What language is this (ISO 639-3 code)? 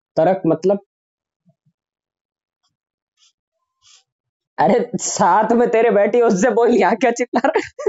hin